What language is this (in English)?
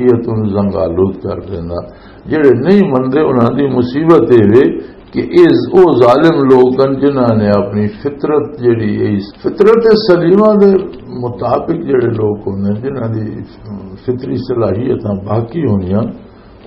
Western Panjabi